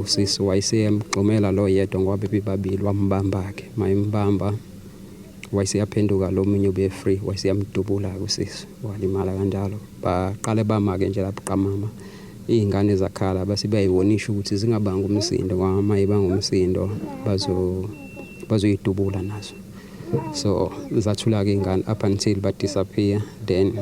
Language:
Zulu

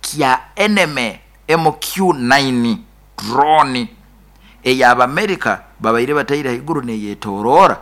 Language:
Nyoro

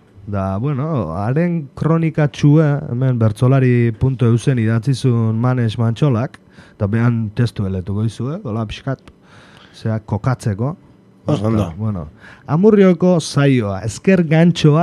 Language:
Basque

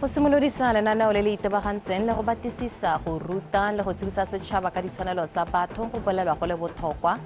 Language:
Tswana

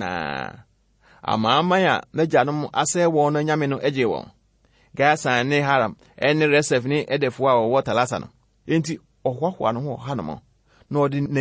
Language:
Akan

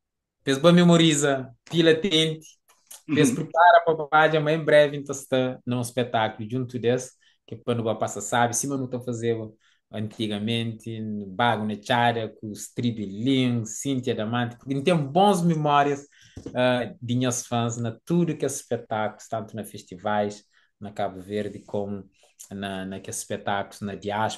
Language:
Kabuverdianu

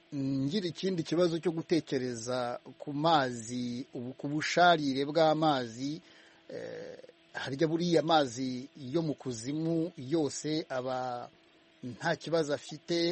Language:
Kinyarwanda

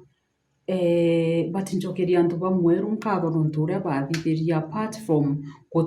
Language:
Meru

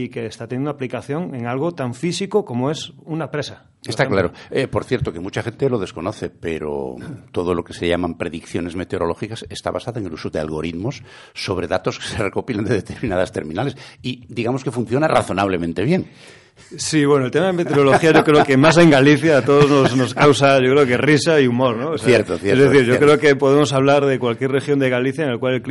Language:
Spanish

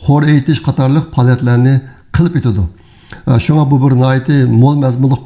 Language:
Uyghur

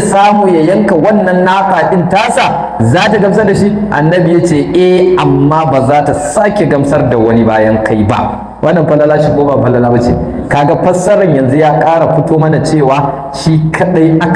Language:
Hausa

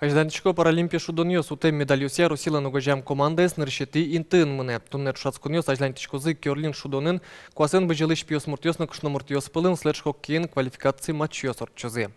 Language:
Udmurt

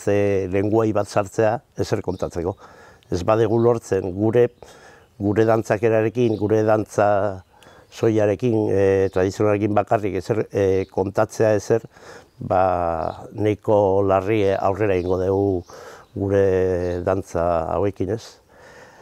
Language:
Basque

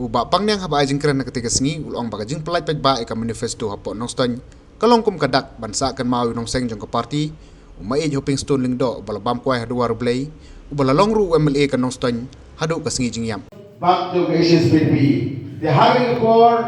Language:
Khasi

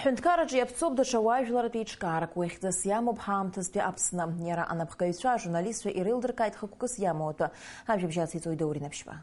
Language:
Abkhazian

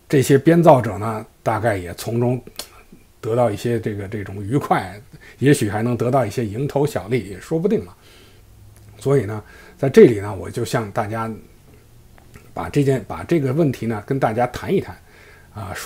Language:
Chinese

